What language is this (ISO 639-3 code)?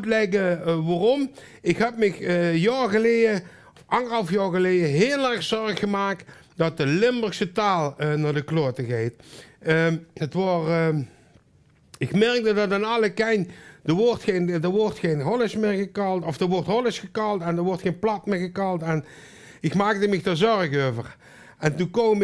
lim